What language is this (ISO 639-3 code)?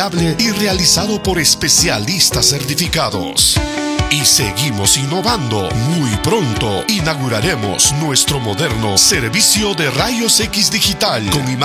spa